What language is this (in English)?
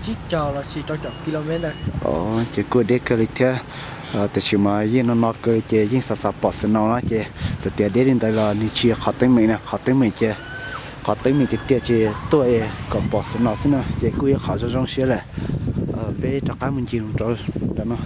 Hmong